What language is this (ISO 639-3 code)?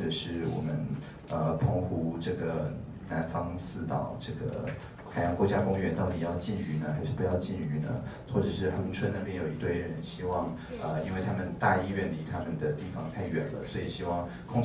zho